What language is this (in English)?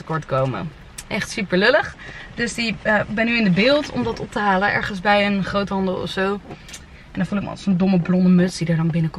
Dutch